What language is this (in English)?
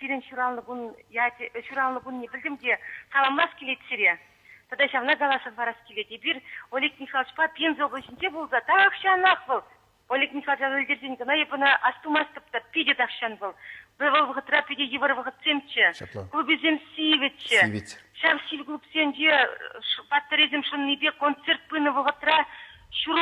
Chuvash